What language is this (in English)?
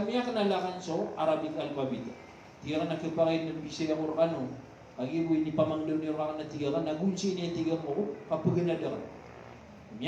Maranao